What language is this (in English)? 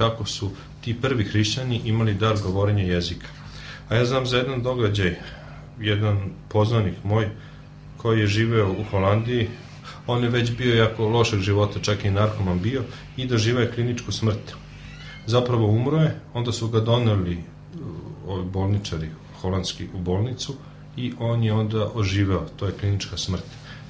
Serbian